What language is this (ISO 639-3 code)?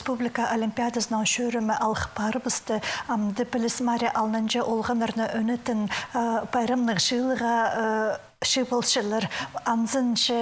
kjh